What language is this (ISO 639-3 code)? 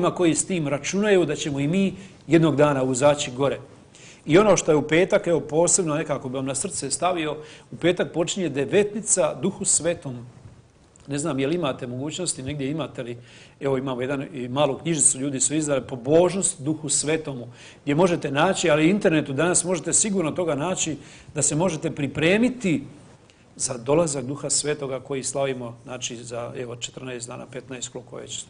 hrv